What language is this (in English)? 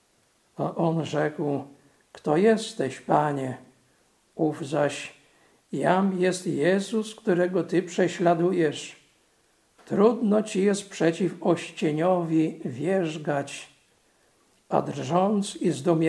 Polish